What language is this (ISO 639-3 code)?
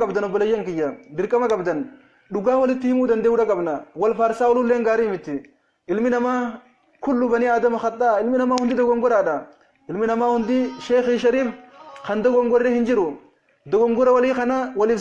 orm